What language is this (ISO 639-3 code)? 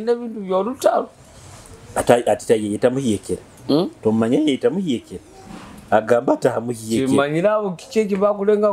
nyo